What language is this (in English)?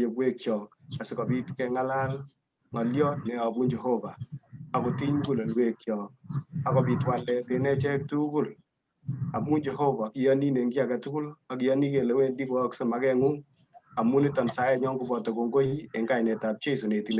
Kalenjin